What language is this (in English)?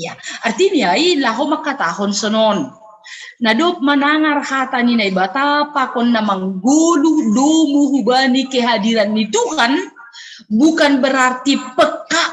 Batak Simalungun